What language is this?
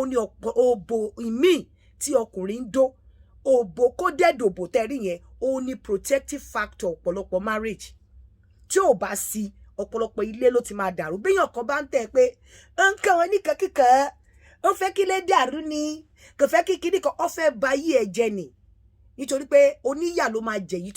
Yoruba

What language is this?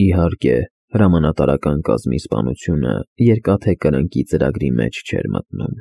Armenian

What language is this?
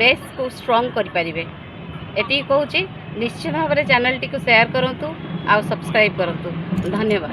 Odia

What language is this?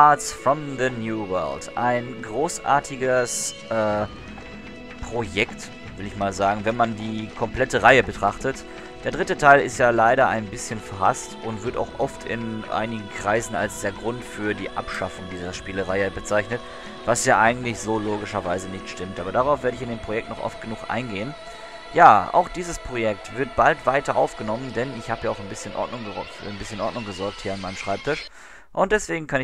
German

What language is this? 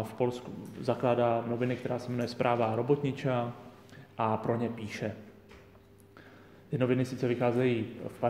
Czech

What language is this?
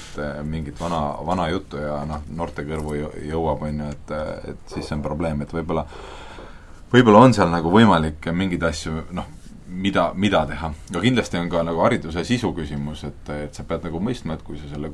Estonian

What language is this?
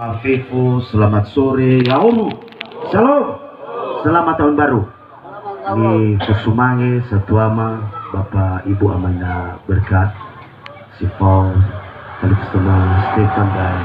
Nias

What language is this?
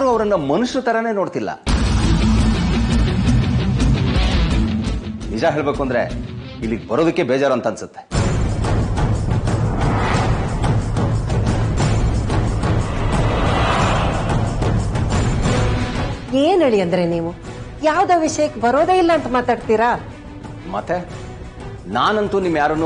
Kannada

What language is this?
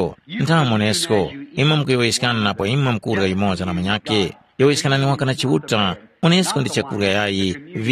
Tumbuka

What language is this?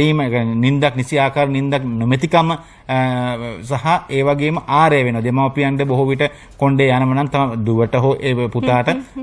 Sinhala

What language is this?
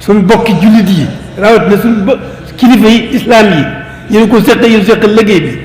Wolof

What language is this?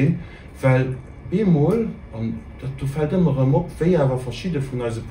Luxembourgish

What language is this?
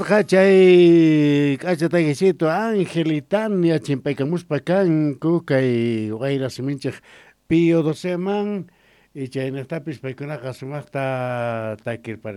Quechua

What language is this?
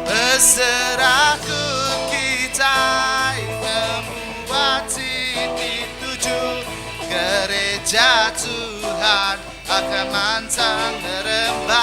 Iban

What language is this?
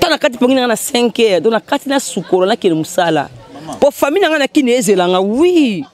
Lingala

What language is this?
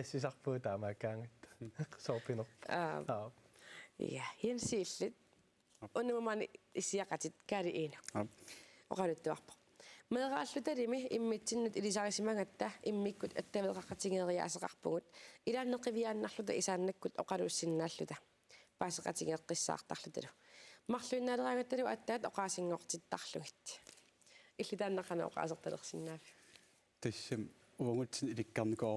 Kalaallisut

